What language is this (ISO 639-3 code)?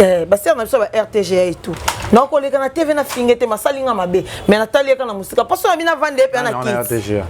lin